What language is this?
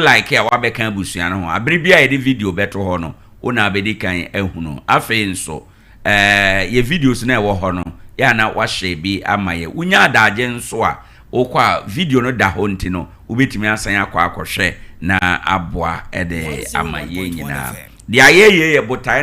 Akan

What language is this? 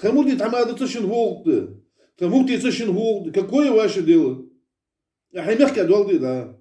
Ingush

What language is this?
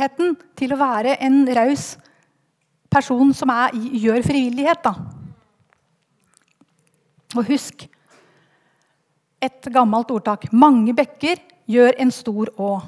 Norwegian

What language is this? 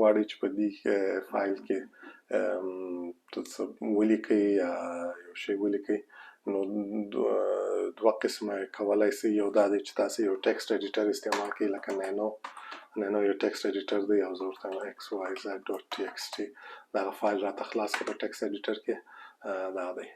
Pashto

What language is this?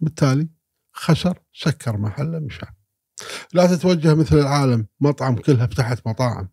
Gulf Arabic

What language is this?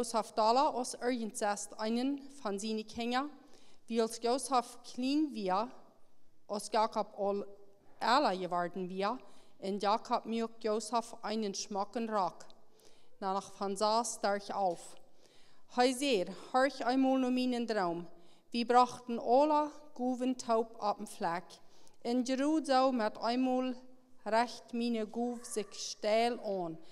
Plautdietsch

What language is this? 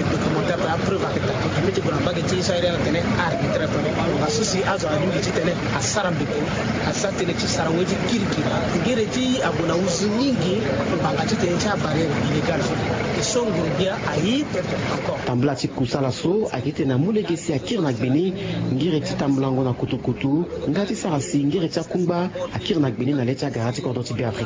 Sango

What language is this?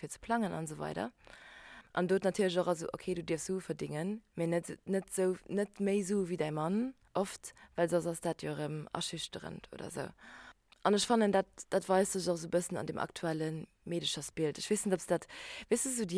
Luxembourgish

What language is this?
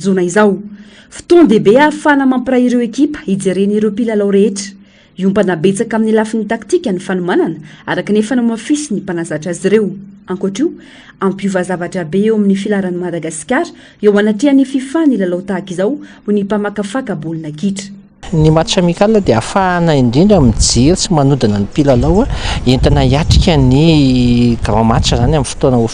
Malagasy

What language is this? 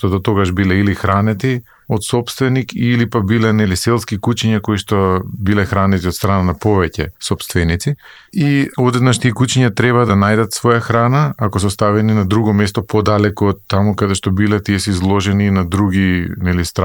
Macedonian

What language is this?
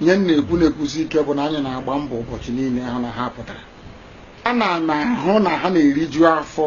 Igbo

